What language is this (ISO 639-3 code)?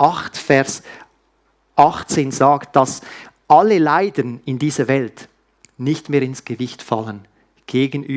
gsw